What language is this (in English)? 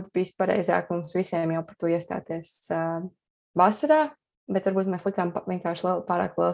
Latvian